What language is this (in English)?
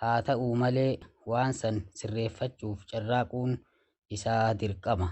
Oromo